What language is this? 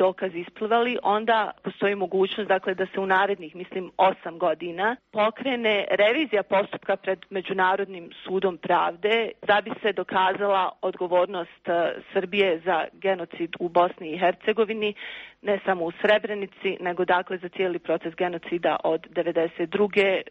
Serbian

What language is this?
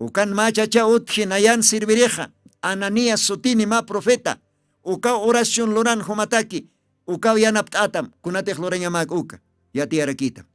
Aymara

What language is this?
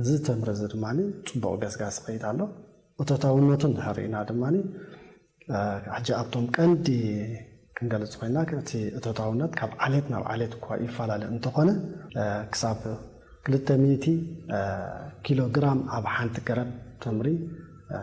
Tigrinya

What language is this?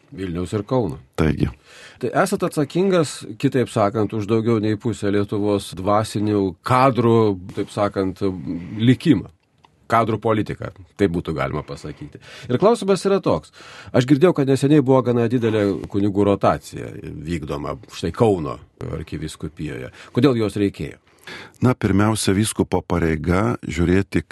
Lithuanian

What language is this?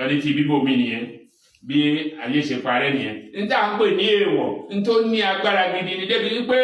Yoruba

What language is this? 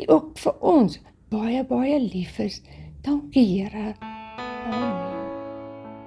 Afrikaans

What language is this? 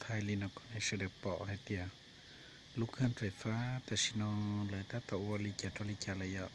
Hmong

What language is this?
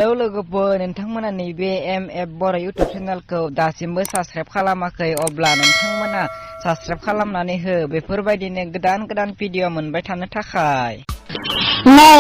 Bodo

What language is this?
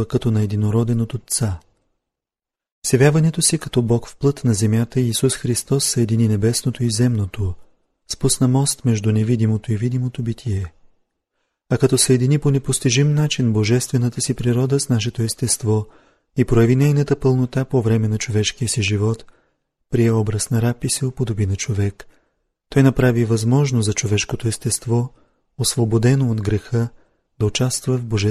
Bulgarian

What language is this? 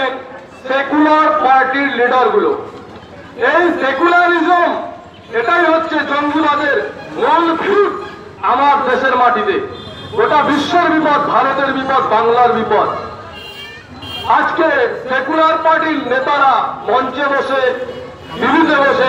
Bangla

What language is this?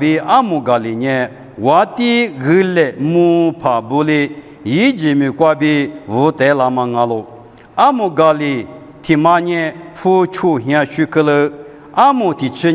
Lisu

